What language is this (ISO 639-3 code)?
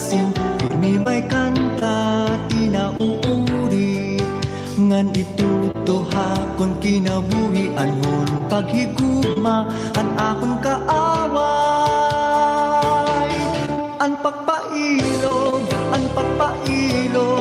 war